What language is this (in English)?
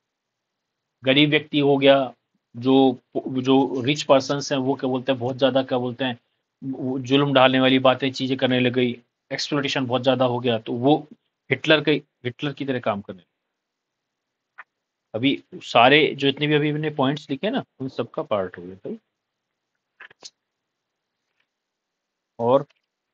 Hindi